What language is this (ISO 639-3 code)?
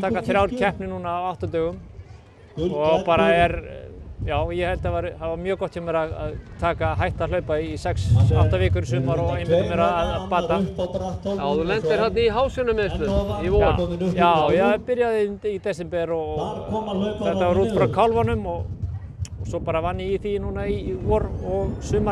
isl